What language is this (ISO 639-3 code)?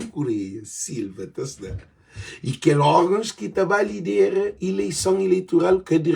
kea